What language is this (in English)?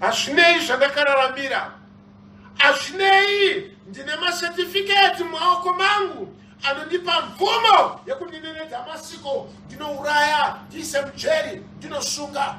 Shona